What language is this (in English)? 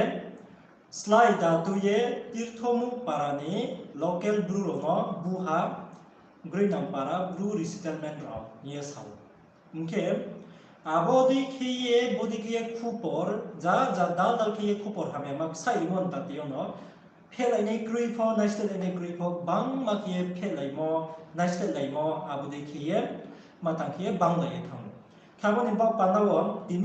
Riang (India)